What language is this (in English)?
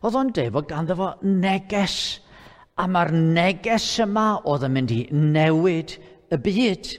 Welsh